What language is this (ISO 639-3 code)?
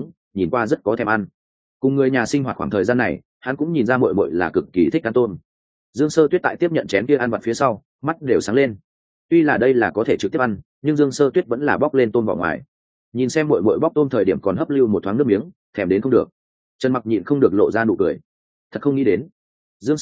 vie